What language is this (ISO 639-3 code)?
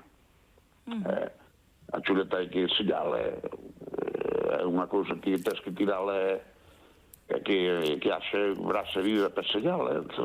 glg